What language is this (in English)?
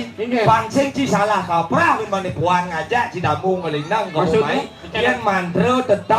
Balinese